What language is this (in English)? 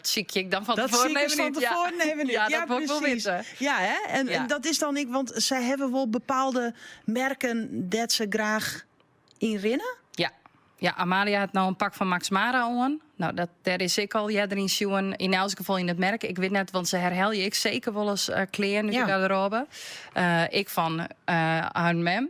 Western Frisian